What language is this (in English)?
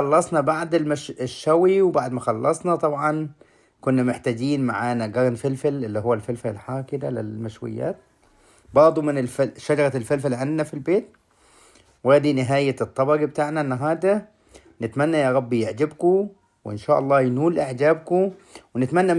Egyptian Arabic